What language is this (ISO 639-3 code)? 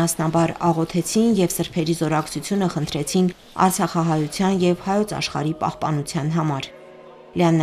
hye